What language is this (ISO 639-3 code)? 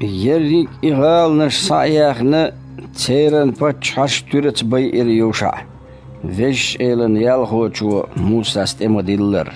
che